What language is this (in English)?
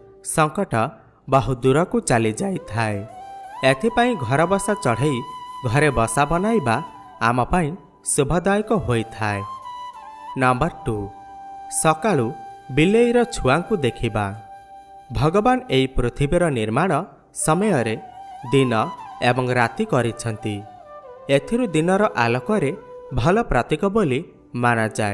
Odia